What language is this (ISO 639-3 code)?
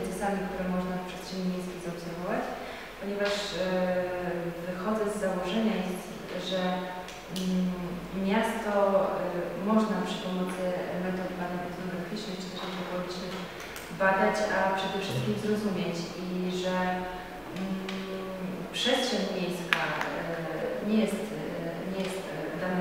pol